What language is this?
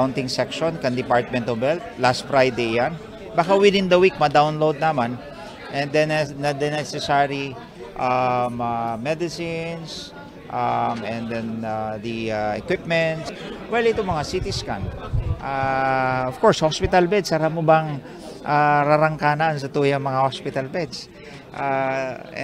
Bikol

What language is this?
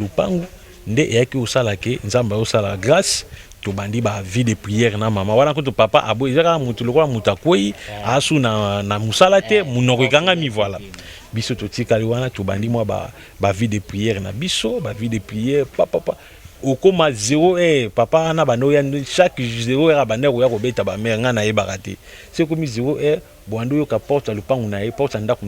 Lingala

